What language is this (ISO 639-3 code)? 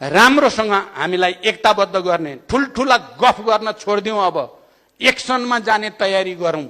nep